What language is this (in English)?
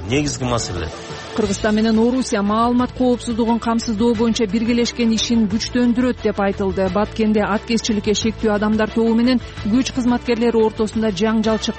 Kyrgyz